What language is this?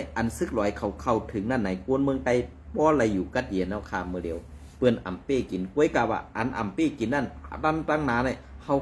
Shan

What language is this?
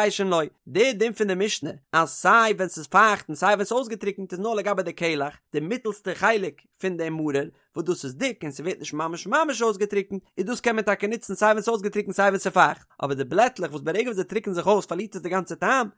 Yiddish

